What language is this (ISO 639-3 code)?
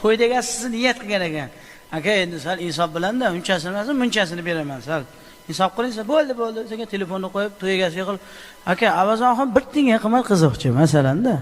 uzb